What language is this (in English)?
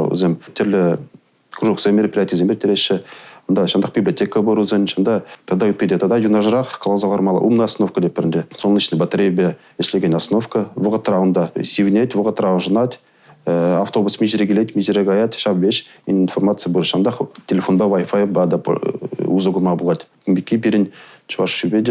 Chuvash